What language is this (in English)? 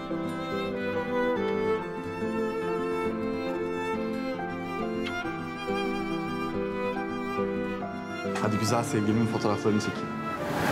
Turkish